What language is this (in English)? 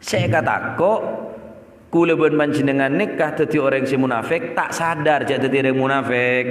Madurese